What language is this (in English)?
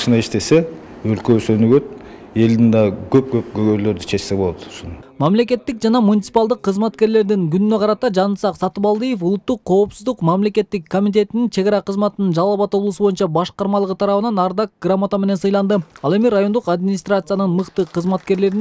Kyrgyz